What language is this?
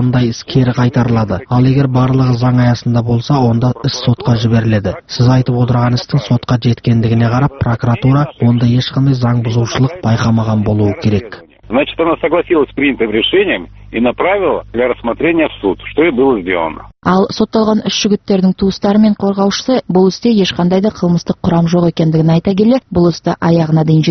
Kazakh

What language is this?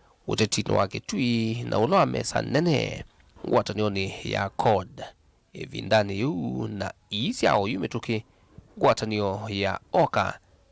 Kamba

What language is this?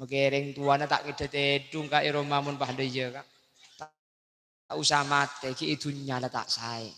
Madurese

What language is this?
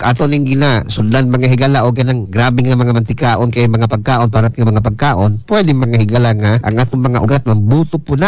Cebuano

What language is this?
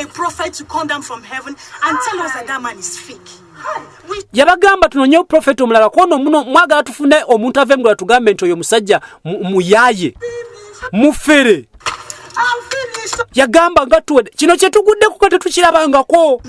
Ganda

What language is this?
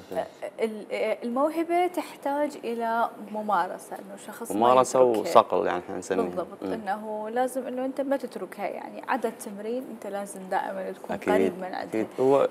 Mesopotamian Arabic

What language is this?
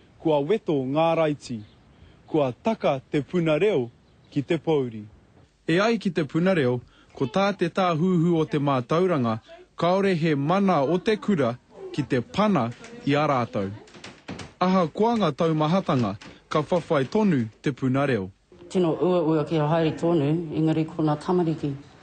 Māori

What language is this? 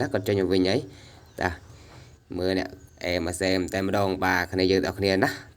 Khmer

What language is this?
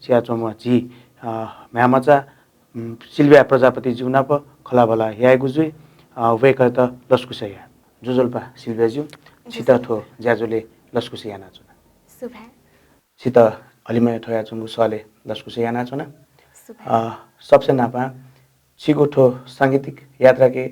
Newari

